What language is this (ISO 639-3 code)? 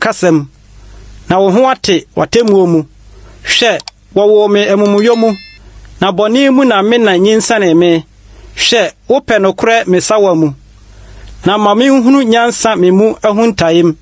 aka